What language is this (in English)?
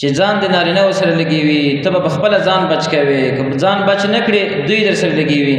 Pashto